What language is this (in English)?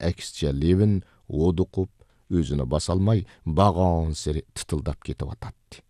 Uyghur